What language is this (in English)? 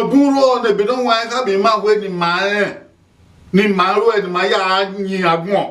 Bini